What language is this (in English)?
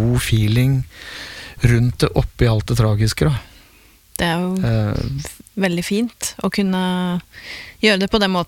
Norwegian